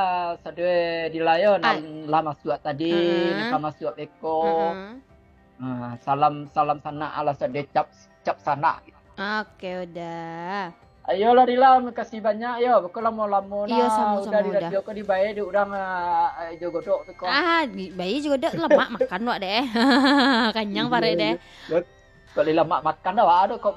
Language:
Minangkabau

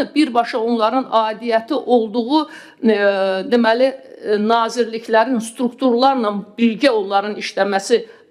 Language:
Azerbaijani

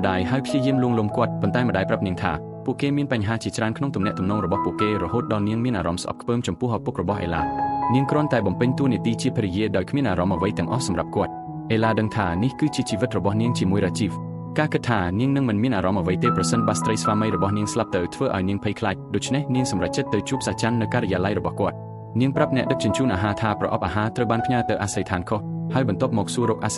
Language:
Khmer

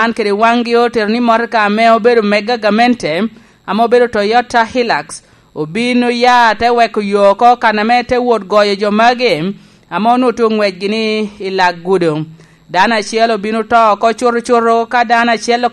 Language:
Lango (Uganda)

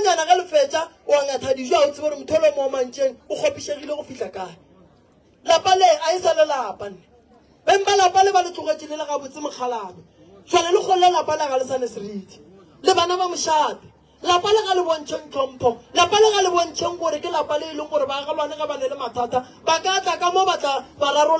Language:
Northern Sotho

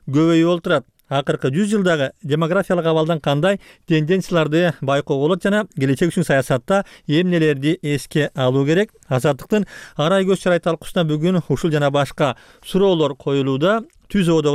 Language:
Kyrgyz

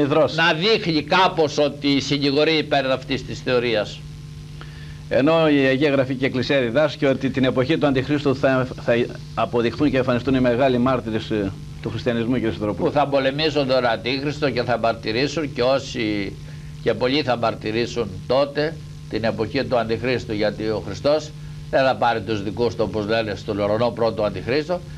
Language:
Greek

